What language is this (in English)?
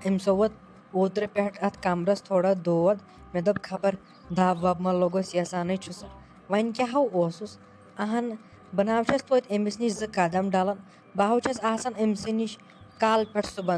Kashmiri